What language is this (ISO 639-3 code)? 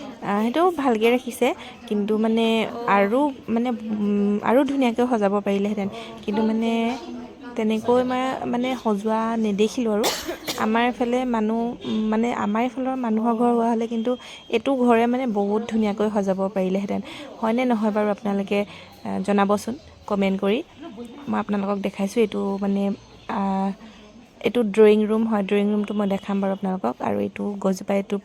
asm